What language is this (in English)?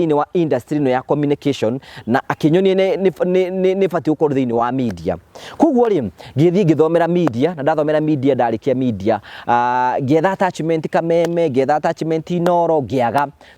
Kikuyu